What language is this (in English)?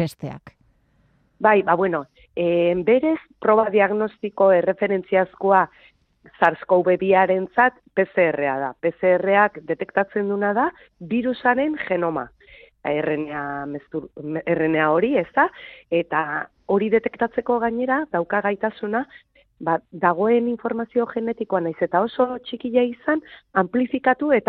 Basque